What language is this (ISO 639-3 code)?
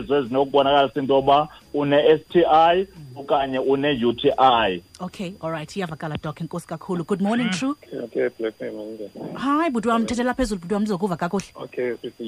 xho